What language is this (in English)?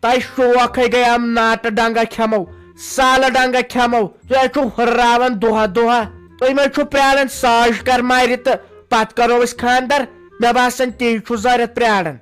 Kashmiri